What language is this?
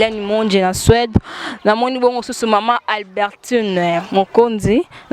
Lingala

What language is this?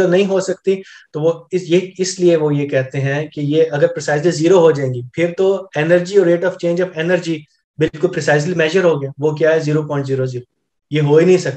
Urdu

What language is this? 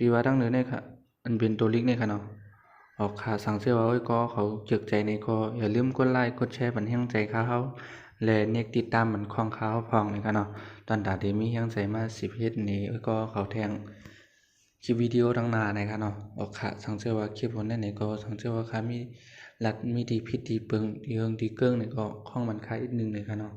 Shan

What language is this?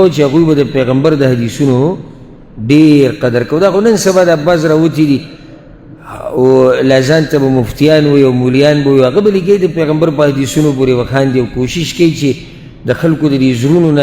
Pashto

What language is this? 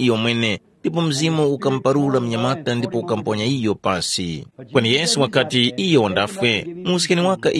Tumbuka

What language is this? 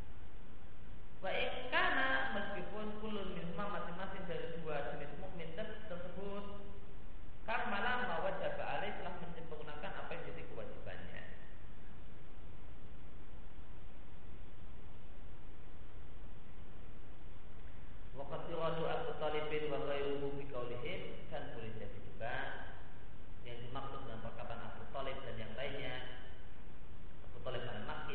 Indonesian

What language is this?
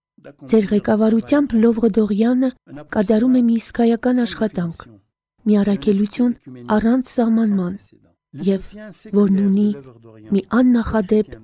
Armenian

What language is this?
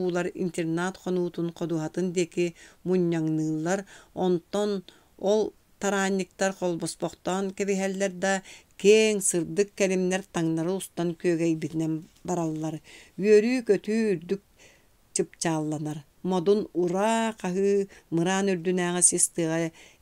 Yakut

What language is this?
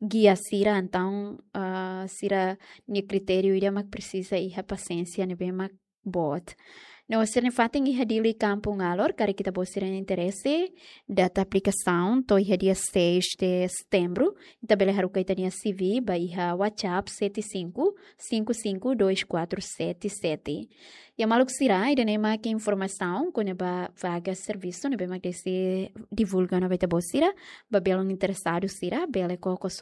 Tetum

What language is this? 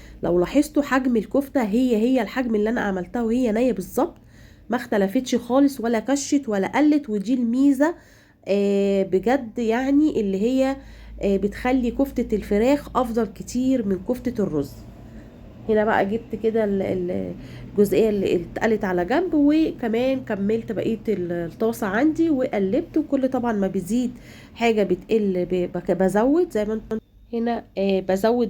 Egyptian Arabic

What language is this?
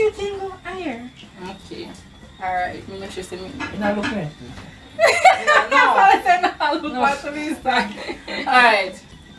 Jamaican Creole English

